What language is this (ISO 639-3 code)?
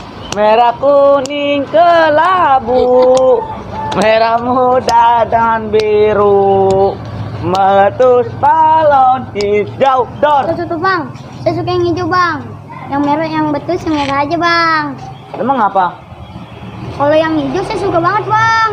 bew